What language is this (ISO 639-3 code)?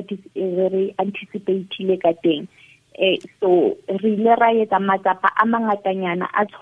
sot